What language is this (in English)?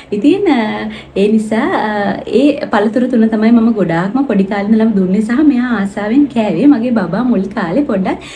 Sinhala